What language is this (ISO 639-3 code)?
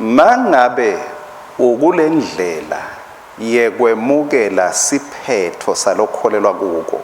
ssw